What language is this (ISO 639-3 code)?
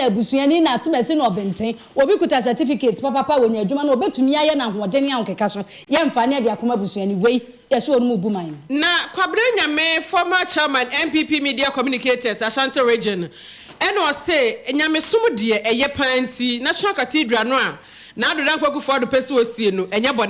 aka